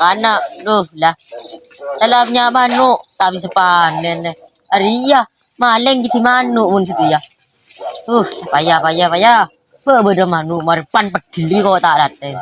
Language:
Madurese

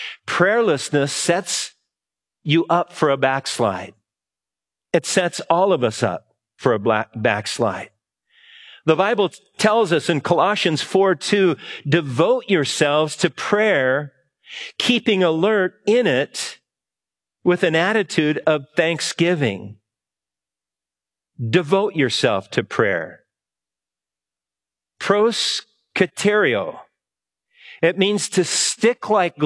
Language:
English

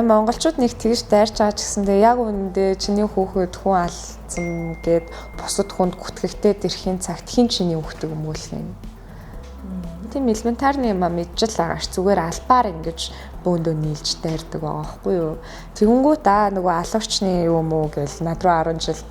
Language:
Mongolian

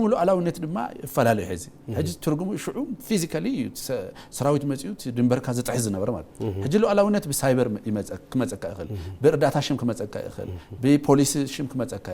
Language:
Tigrinya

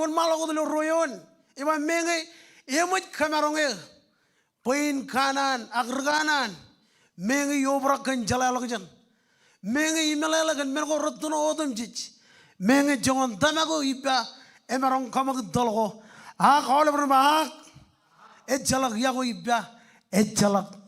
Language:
Marshallese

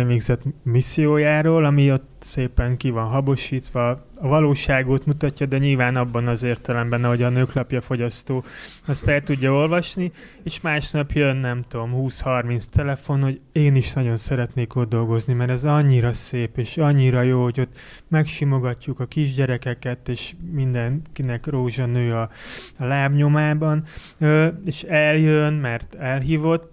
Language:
Hungarian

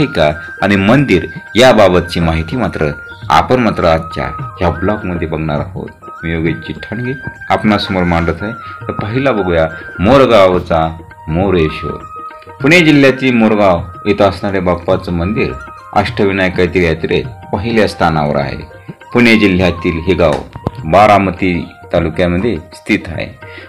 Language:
Marathi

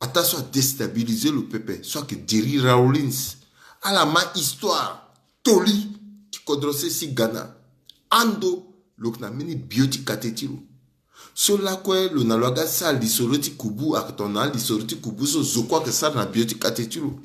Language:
Sango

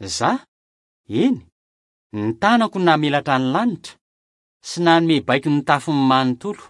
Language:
Malagasy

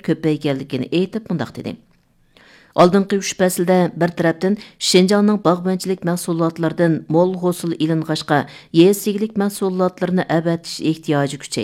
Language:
Uyghur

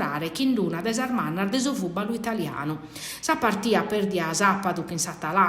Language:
Sardinian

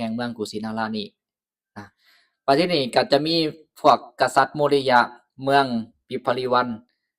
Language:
Lao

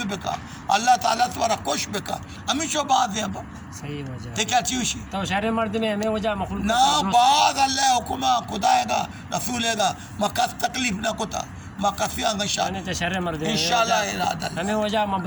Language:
Baluchi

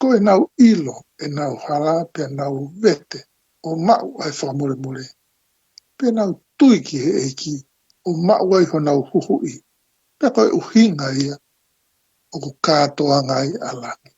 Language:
Tongan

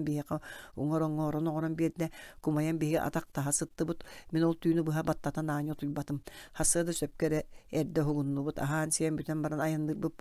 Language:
Yakut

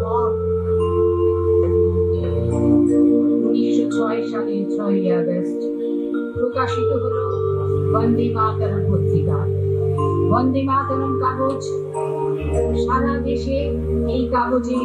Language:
Bangla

